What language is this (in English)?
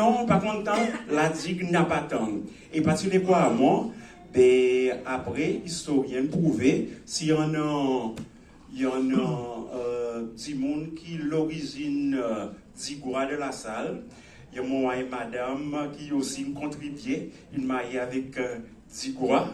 Seselwa Creole French